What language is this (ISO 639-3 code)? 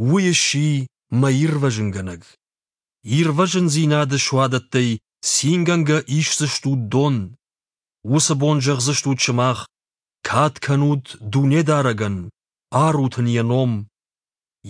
oss